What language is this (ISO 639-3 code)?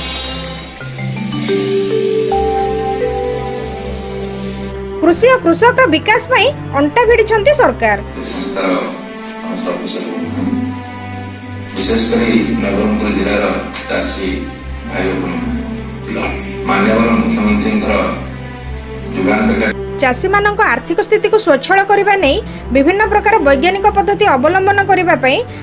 ori